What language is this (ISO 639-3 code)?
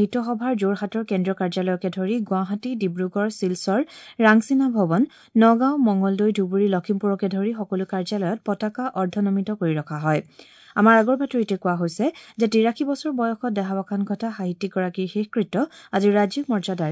asm